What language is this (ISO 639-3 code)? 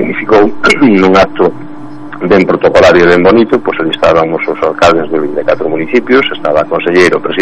glg